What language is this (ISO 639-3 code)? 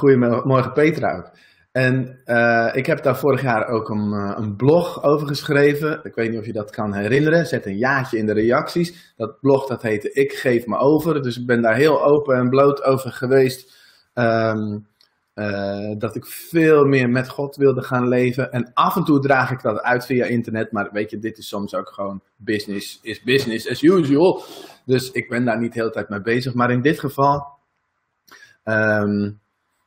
nld